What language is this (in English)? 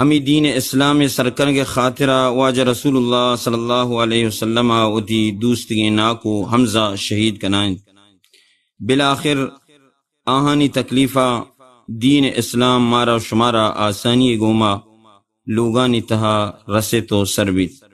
Baluchi